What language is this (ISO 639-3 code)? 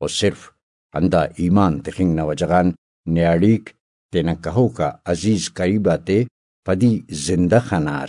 brh